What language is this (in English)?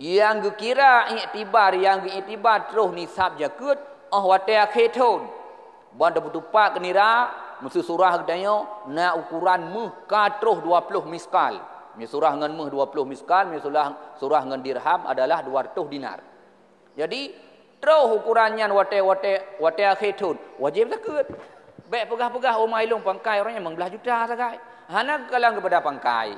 Achinese